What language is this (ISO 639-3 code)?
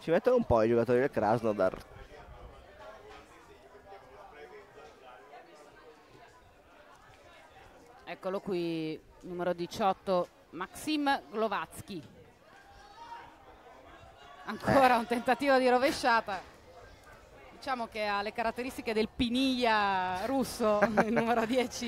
ita